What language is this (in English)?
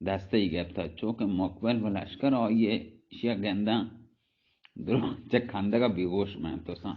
Baluchi